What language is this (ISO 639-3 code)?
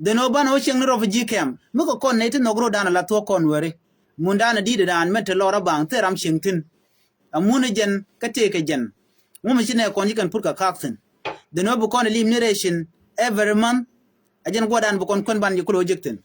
nus